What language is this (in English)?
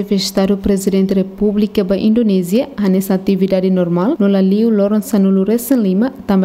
Tetum